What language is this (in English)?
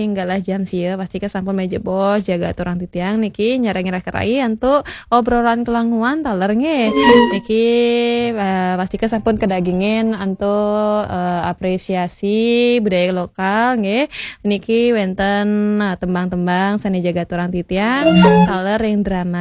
Balinese